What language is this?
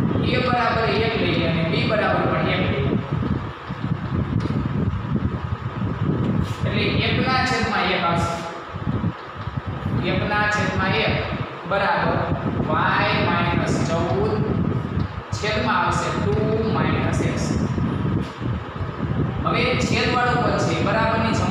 Gujarati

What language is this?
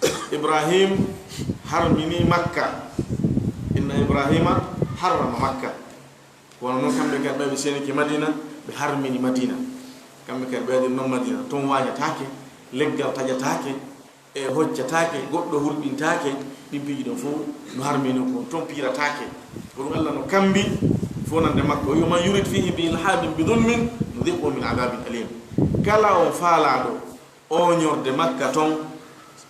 Fula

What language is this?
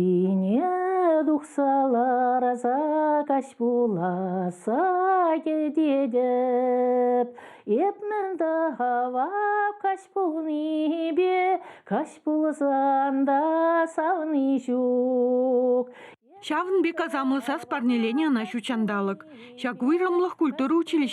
Chuvash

